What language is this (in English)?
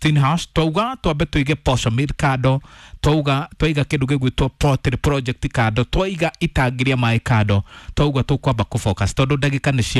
Kikuyu